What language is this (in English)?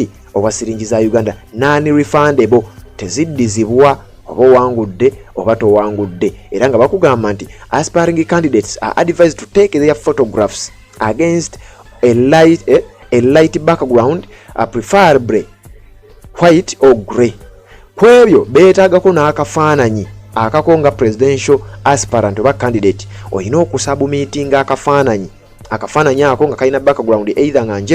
Ganda